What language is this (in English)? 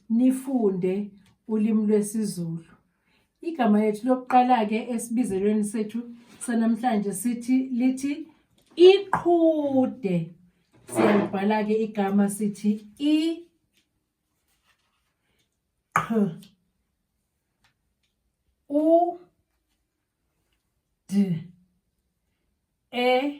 Zulu